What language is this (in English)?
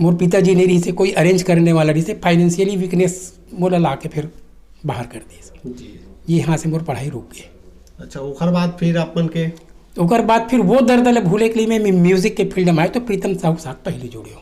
Chhattisgarhi